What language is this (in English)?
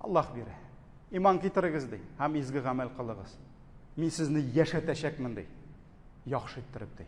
Tatar